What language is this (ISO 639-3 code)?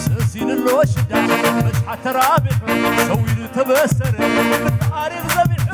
tir